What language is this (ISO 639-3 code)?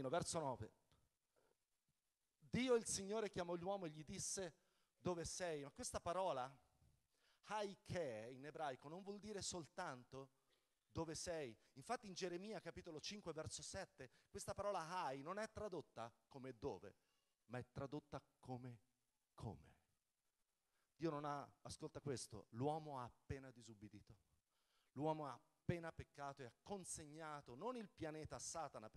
ita